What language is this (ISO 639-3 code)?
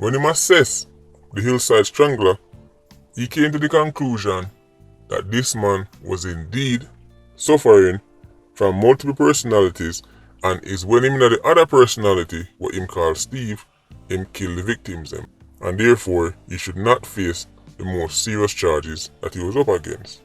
jam